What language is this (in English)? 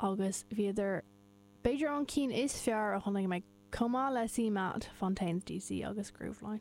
Irish